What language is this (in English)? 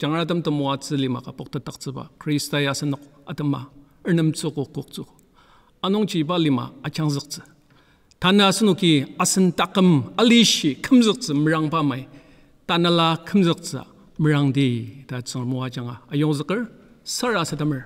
Ao Naga